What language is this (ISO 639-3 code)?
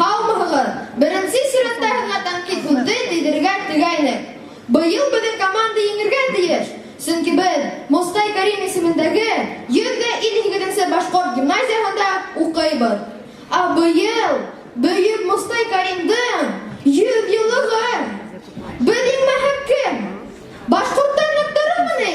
bak